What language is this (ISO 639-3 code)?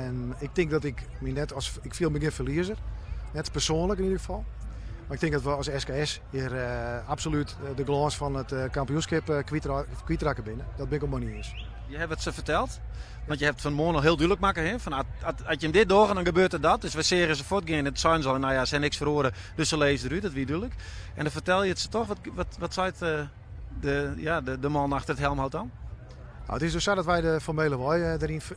fry